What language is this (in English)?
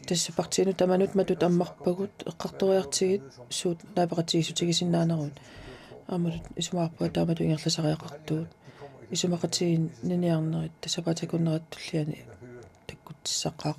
Kalaallisut